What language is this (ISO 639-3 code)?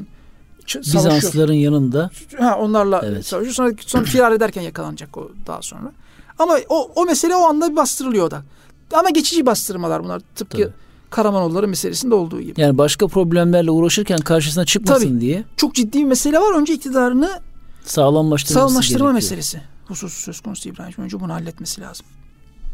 tur